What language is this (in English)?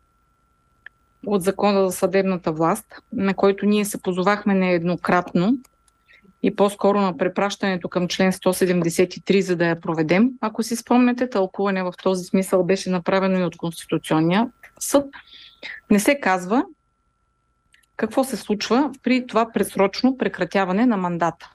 Bulgarian